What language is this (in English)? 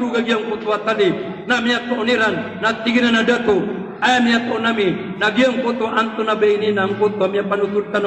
Maranao